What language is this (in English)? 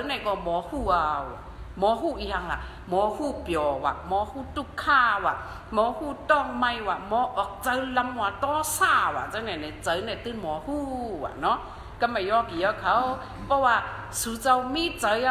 Shan